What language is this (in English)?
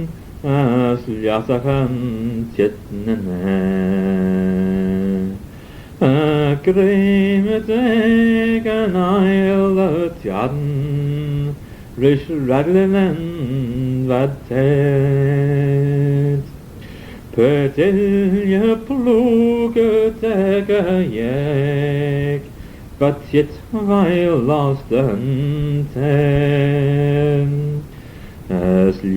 Manx